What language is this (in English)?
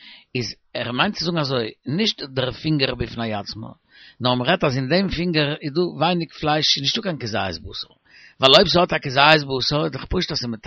Yiddish